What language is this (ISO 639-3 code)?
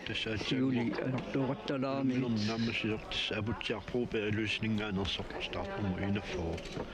kal